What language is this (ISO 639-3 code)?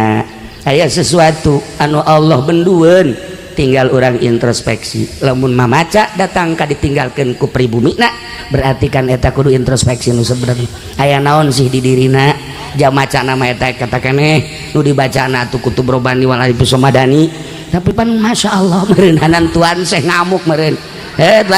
sun